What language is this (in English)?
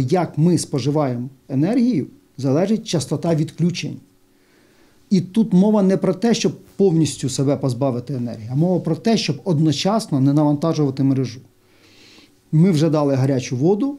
Ukrainian